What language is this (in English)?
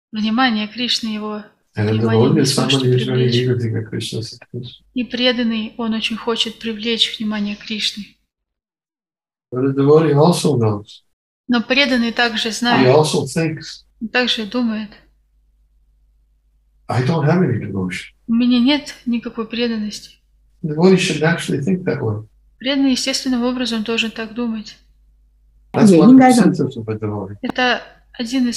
Russian